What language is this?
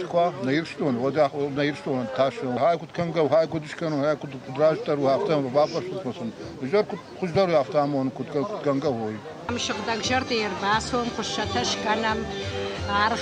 Ossetic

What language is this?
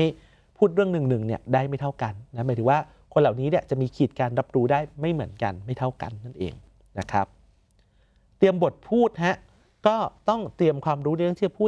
Thai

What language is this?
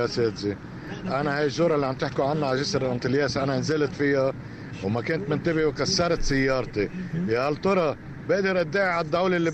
North Levantine Arabic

